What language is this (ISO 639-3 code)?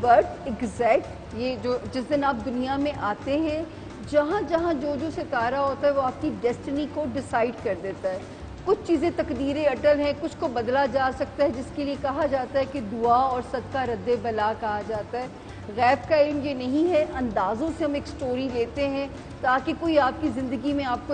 urd